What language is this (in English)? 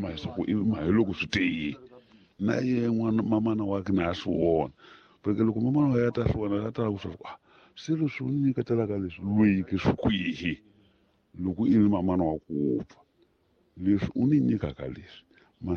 Tsonga